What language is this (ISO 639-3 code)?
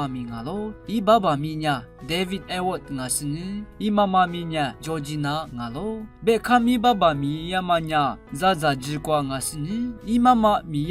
lis